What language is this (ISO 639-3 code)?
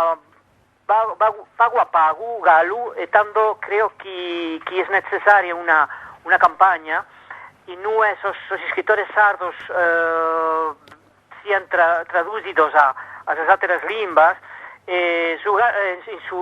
srd